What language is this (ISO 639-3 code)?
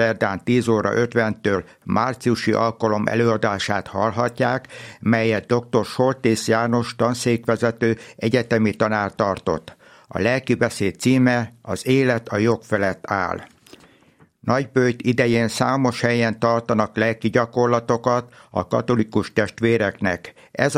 hun